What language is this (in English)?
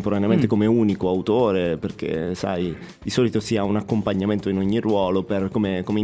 Italian